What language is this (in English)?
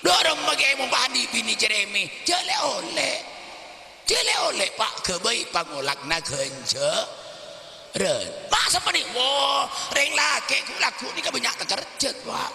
Madurese